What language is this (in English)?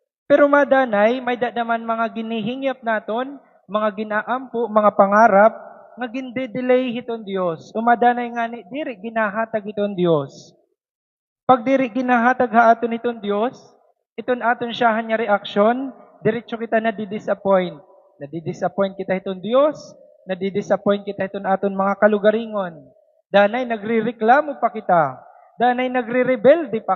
Waray